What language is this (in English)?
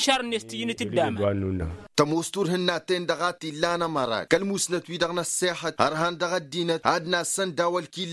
Tamasheq